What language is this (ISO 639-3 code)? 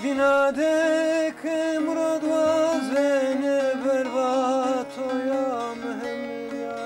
zza